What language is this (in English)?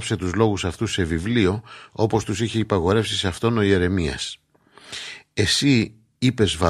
Greek